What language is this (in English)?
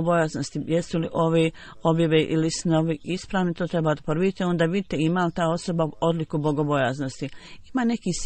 Bosnian